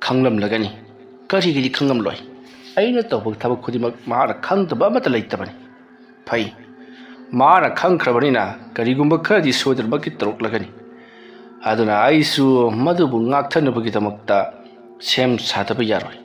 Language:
Manipuri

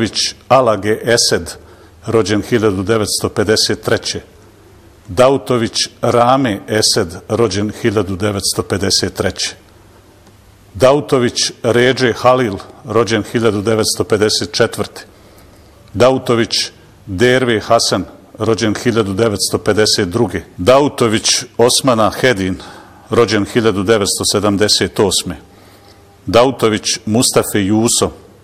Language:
Bosnian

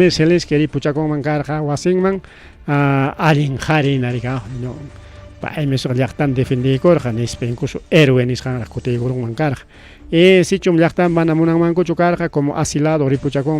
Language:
Ayacucho Quechua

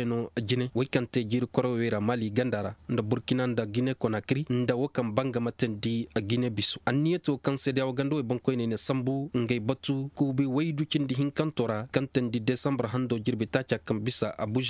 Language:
Koyraboro Senni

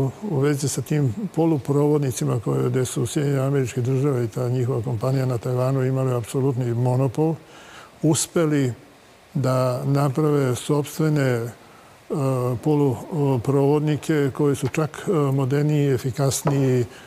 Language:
Serbian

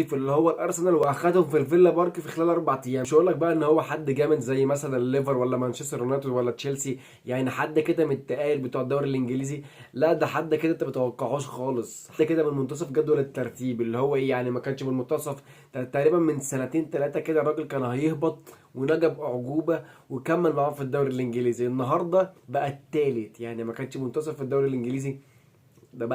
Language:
Egyptian Arabic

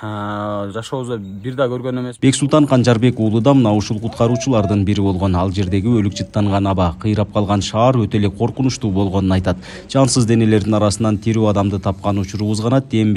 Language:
Kyrgyz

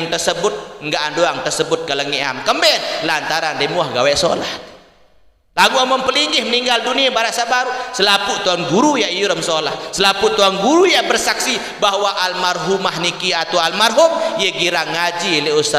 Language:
Sasak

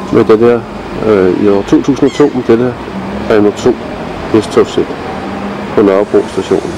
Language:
Danish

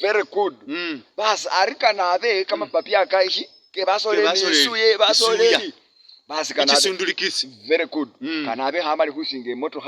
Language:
Masaaba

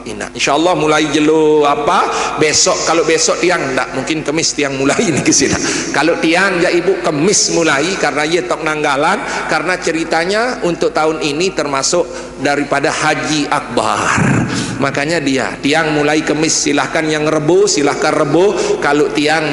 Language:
Sasak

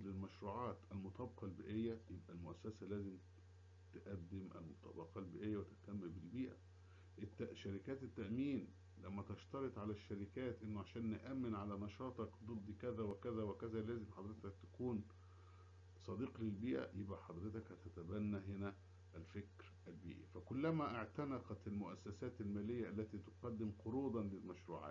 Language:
Egyptian Arabic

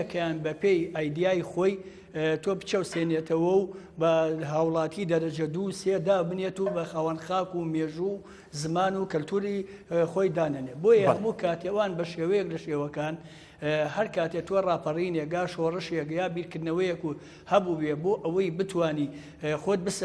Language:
Central Kurdish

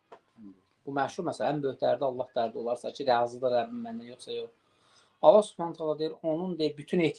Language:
Azerbaijani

